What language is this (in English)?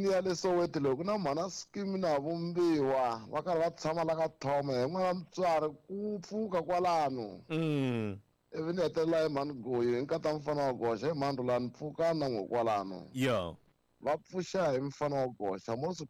Tsonga